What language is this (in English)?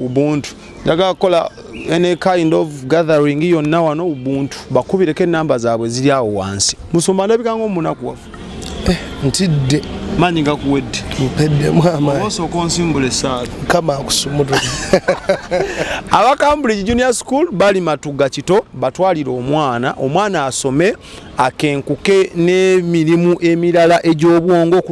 Ganda